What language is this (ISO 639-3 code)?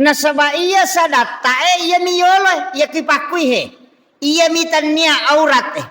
bug